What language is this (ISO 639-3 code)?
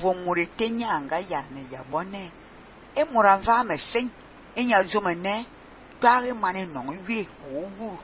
fan